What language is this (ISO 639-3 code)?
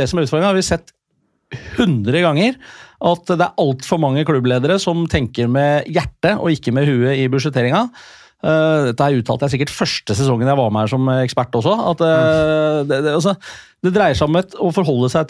nor